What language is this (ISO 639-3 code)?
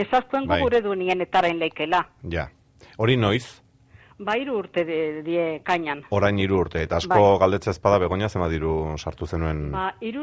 eus